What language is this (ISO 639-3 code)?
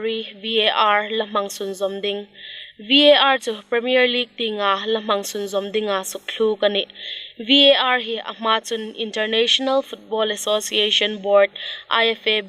hmr